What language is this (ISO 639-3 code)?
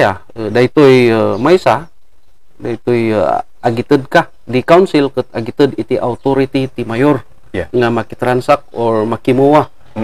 ilo